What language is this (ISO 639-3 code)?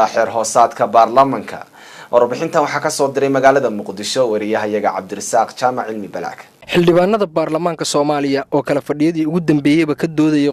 som